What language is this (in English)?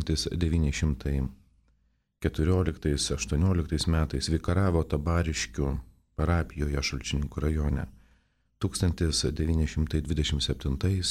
Lithuanian